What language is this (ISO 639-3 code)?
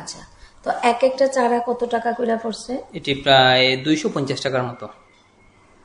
ben